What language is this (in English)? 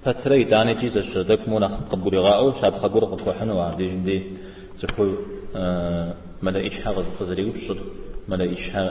Kabardian